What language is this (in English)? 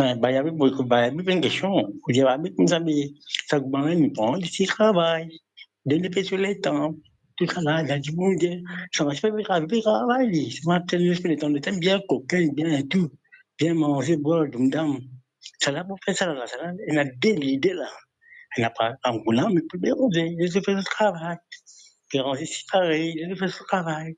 Morisyen